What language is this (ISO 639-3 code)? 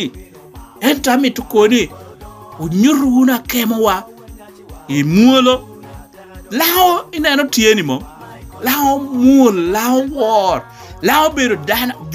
laj